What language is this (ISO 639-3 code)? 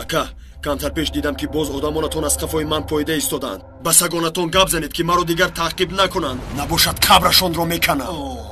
tgk